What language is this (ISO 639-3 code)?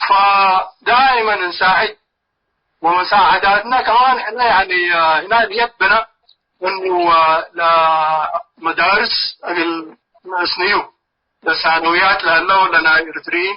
tig